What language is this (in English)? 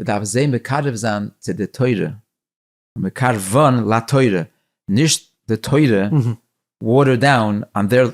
Yiddish